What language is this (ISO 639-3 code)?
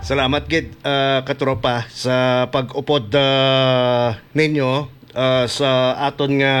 hil